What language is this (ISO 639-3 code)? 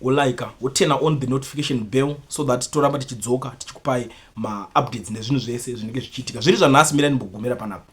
sna